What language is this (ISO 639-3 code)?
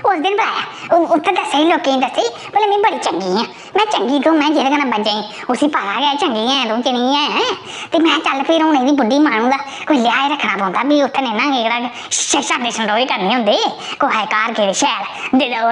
doi